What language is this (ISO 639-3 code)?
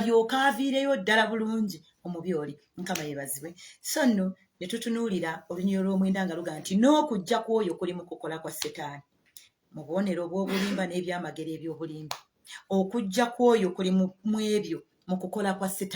lug